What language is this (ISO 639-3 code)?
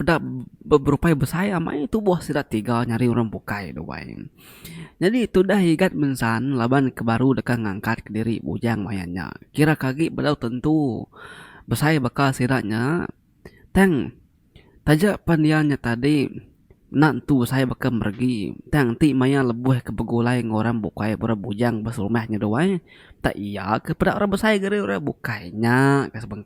iba